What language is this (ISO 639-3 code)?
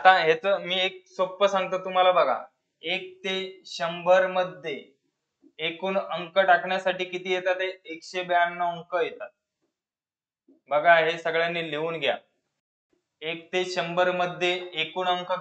mar